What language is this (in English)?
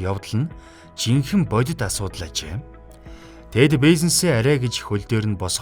Mongolian